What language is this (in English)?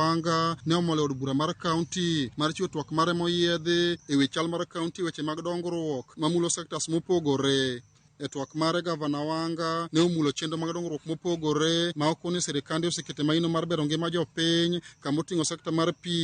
Luo (Kenya and Tanzania)